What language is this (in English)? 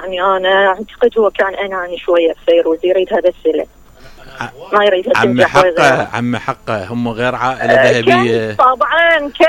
Mesopotamian Arabic